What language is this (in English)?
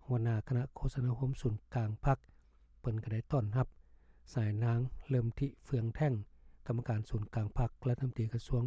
Lao